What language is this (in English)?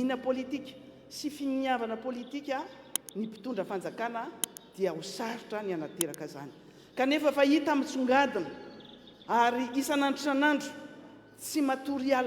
Malagasy